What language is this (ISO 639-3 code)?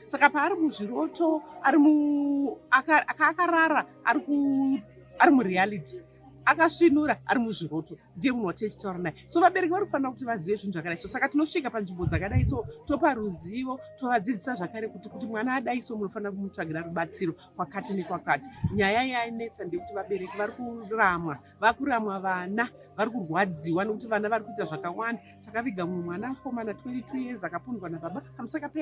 sna